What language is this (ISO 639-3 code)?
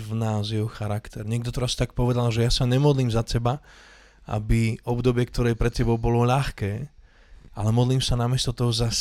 slk